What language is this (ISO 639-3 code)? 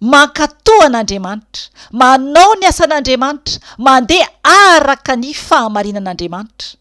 mlg